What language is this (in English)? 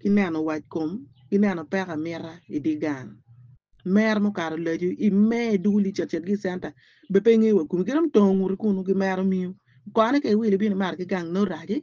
Acoli